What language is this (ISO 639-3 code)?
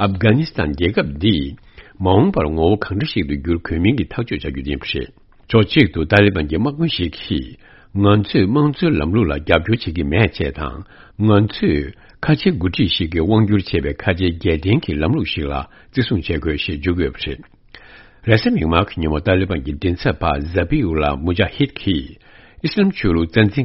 bod